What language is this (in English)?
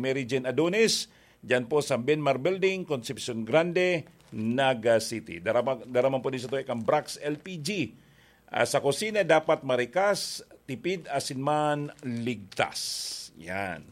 Bikol